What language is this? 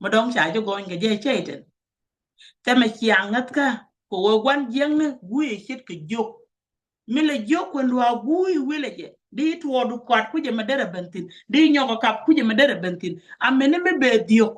Nuer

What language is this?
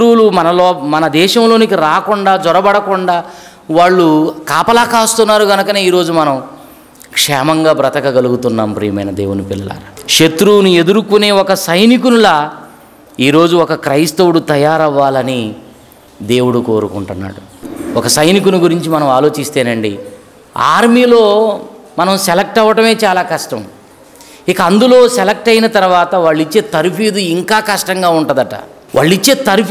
Telugu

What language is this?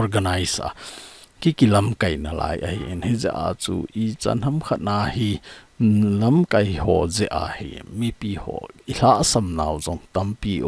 Thado Chin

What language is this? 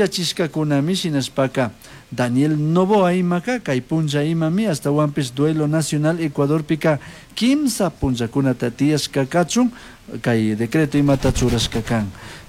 Chimborazo Highland Quichua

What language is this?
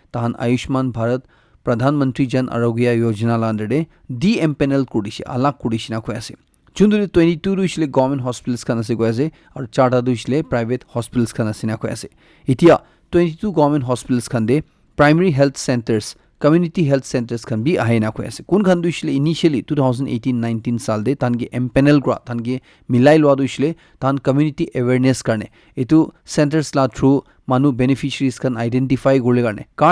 Naga Pidgin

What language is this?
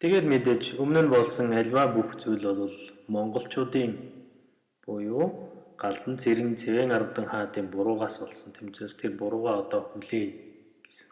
Mongolian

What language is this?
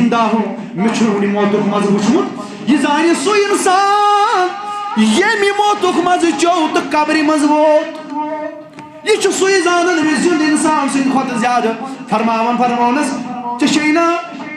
Kashmiri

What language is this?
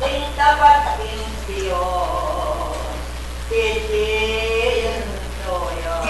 Pampanga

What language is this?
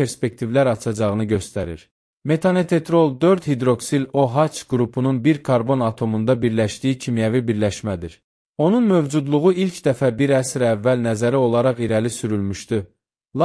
Azerbaijani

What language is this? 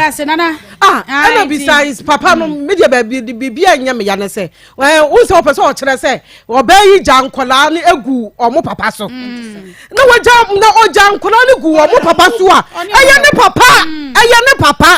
Akan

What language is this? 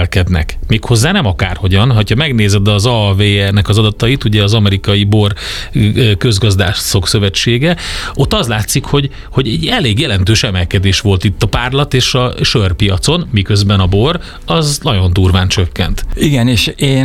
Hungarian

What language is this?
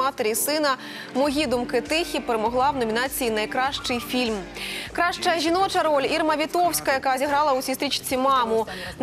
Ukrainian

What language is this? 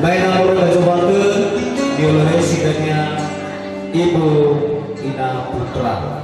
Nias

